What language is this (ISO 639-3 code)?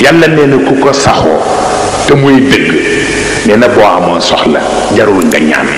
wol